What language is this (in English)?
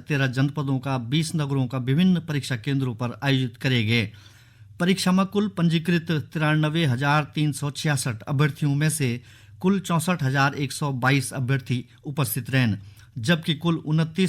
Garhwali